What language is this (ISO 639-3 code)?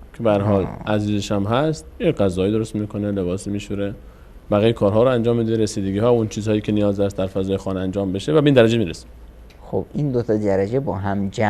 fas